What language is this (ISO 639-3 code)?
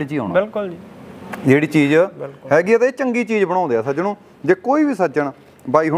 pan